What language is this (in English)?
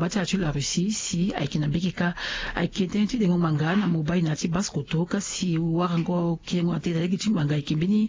Sango